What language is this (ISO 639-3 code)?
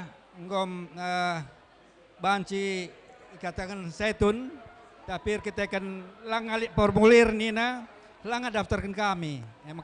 btx